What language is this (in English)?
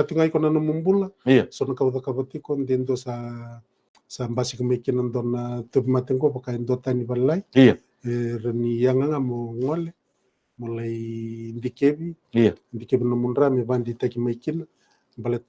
Fijian